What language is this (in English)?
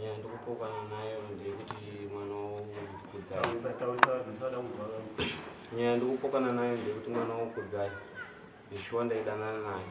Shona